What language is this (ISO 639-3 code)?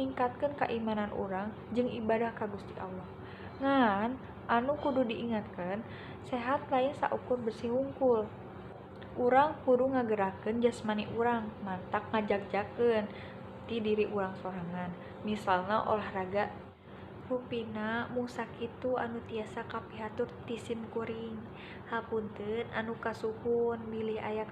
sun